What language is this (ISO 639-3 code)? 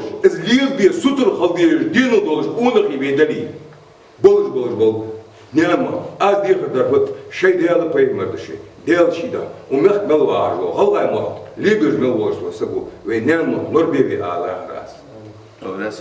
inh